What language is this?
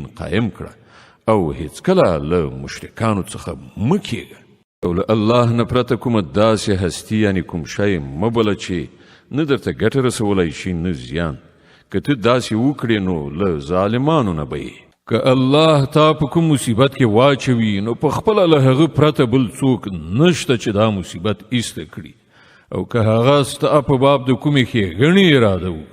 Pashto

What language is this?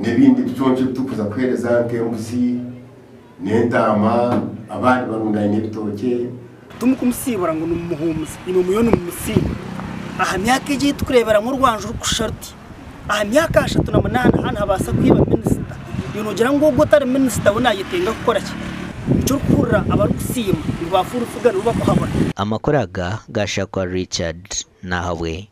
Nyankole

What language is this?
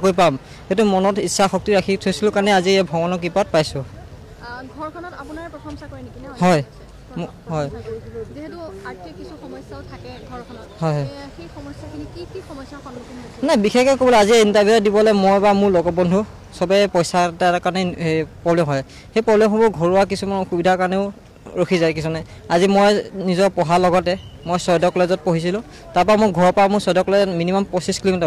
Assamese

